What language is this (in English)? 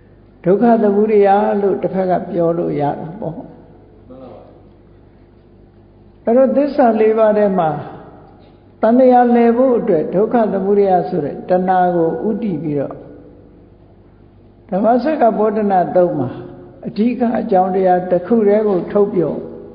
Burmese